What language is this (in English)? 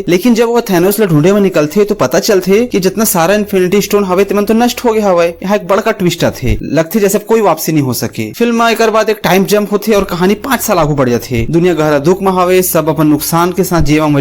Chhattisgarhi